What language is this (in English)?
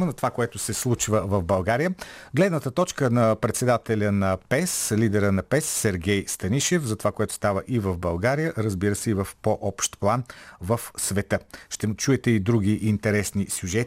Bulgarian